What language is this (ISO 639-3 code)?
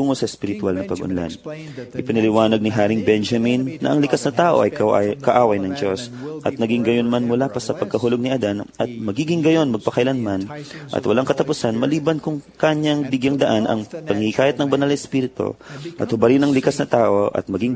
fil